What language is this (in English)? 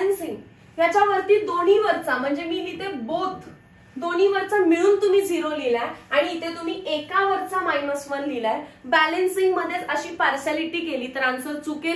Marathi